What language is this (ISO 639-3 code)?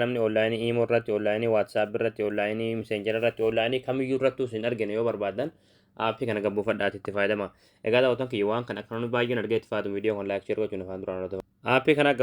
orm